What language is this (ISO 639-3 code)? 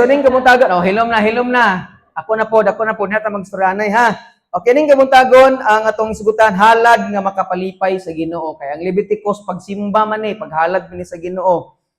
ceb